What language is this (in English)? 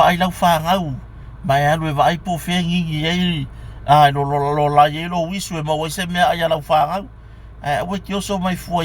Samoan